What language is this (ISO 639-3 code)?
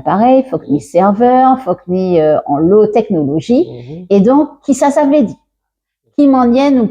gcf